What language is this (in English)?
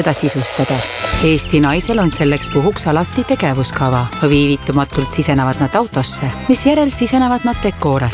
Estonian